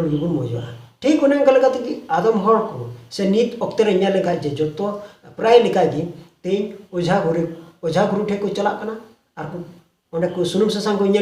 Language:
Santali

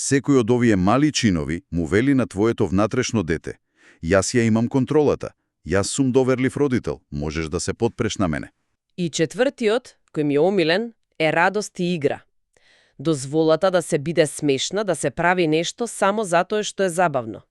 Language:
Macedonian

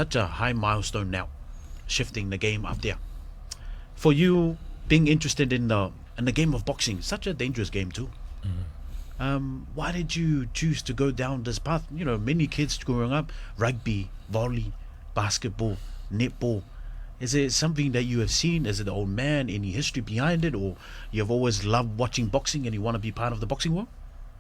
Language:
Samoan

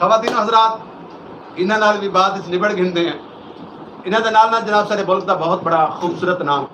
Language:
Saraiki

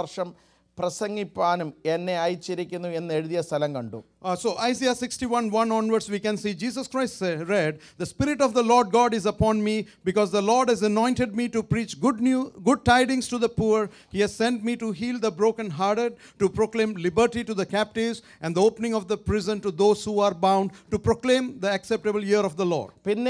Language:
Malayalam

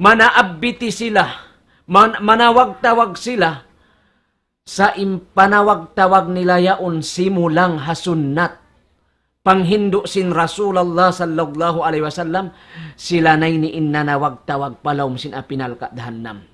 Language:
Tausug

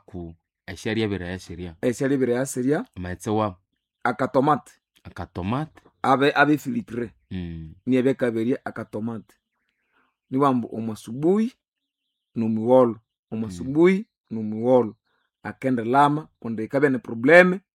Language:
Nande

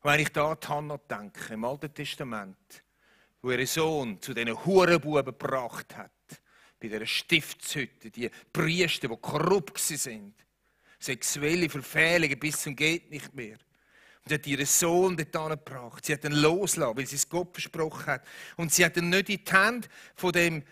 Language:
Swiss German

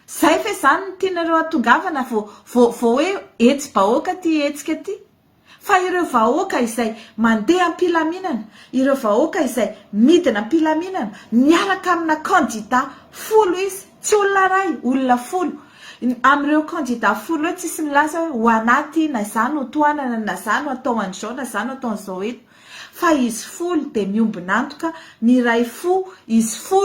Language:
Malagasy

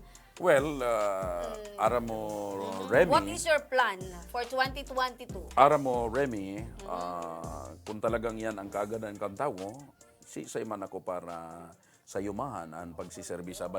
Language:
Bikol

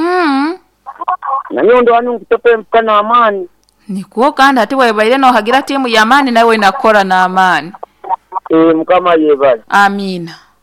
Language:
Nyoro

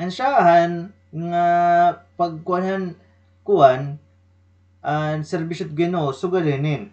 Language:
Waray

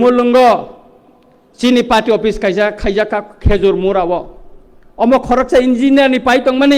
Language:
Riang (India)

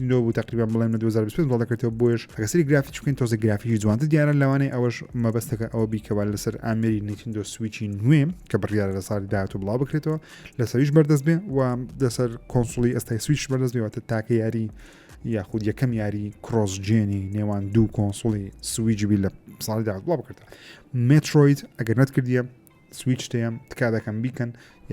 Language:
Central Kurdish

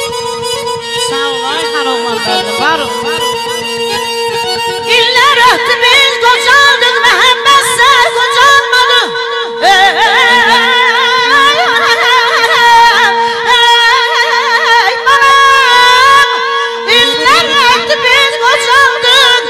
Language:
Azerbaijani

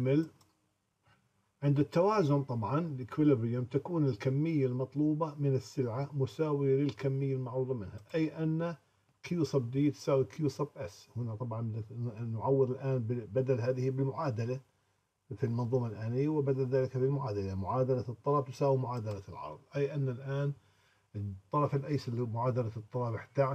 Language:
Arabic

